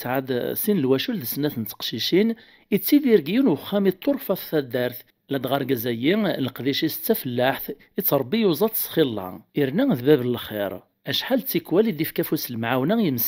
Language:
Kabyle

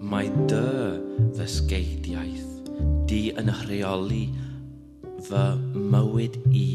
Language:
Welsh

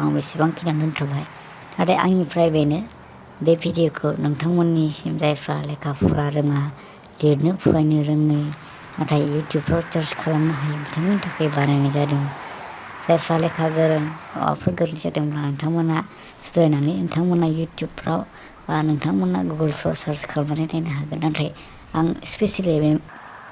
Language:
Bodo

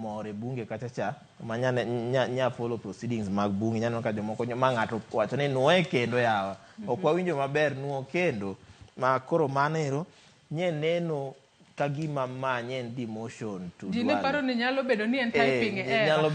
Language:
Luo (Kenya and Tanzania)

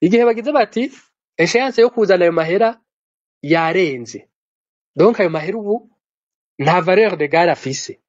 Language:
Rundi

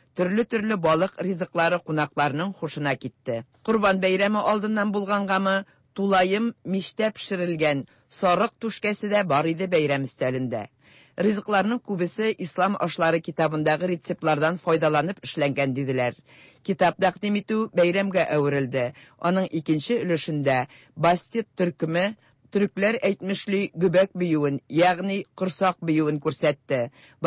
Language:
Tatar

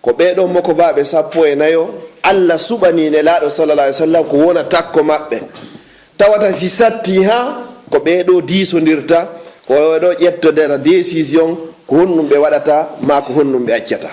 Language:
Fula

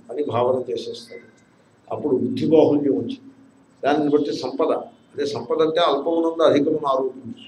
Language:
Telugu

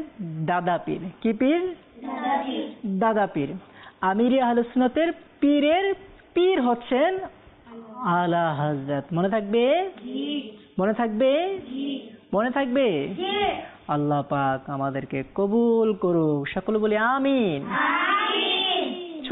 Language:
Bangla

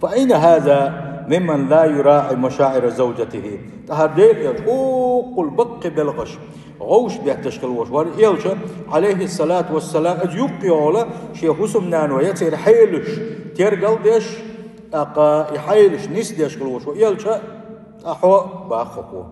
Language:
Chechen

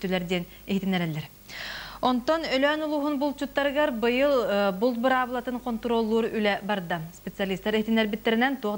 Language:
Yakut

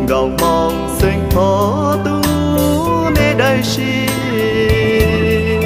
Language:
Hmong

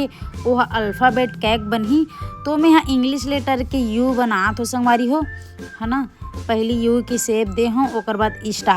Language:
Chhattisgarhi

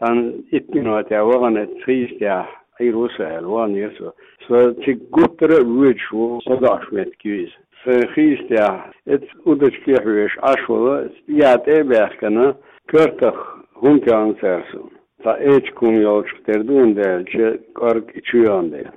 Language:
Chechen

